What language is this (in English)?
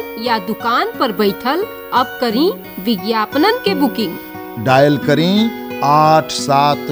Bhojpuri